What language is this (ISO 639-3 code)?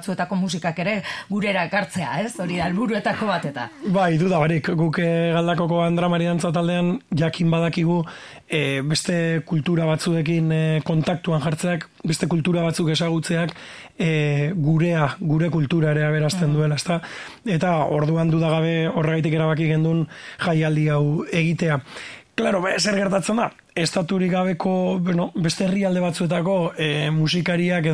eus